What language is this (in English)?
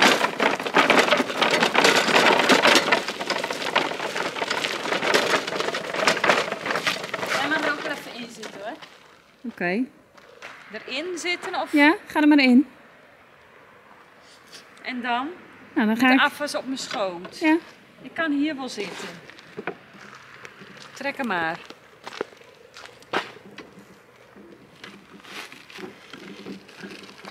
Dutch